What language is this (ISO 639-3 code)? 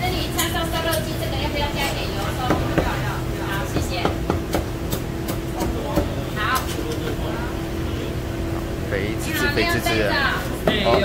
zho